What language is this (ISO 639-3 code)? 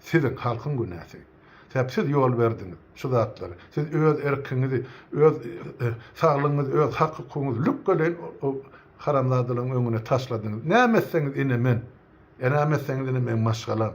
tuk